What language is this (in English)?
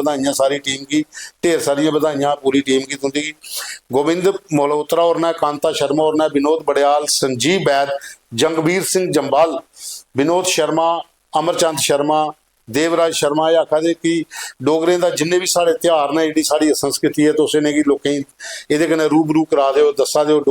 Dogri